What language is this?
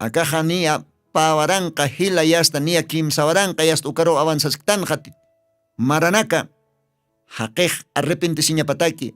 Aymara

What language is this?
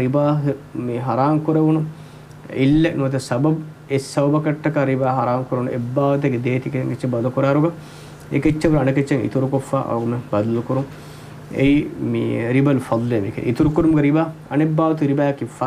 Divehi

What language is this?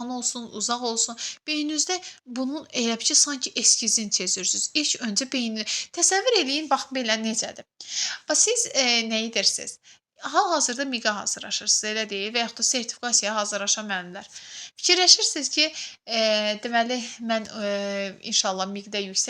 Azerbaijani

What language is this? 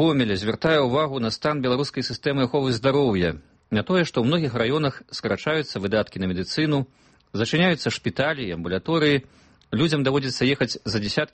Belarusian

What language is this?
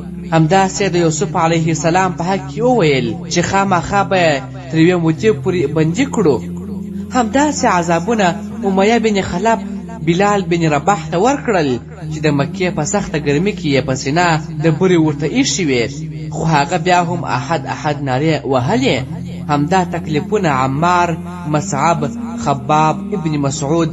Pashto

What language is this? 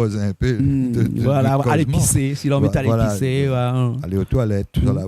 Réunion Creole French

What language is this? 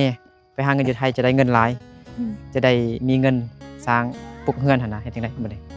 Lao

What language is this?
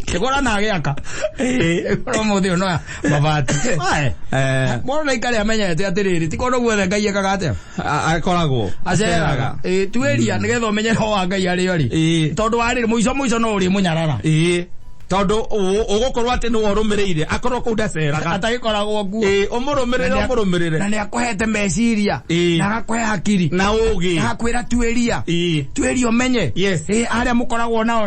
Kikuyu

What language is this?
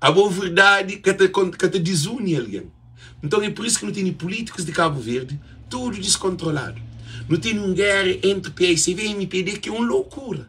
Kabuverdianu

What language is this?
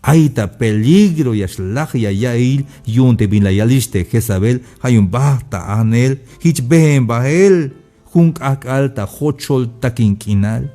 Tzeltal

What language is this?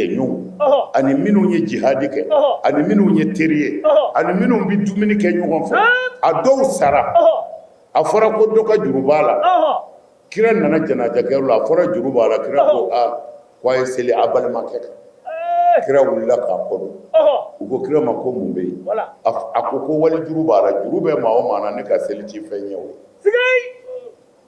Bambara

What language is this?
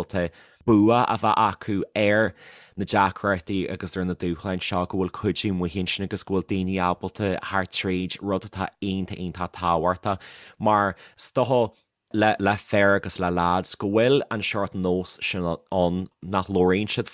Irish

